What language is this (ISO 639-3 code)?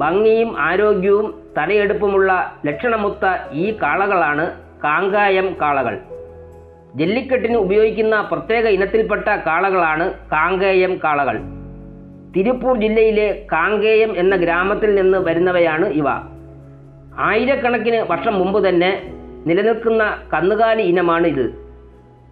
mal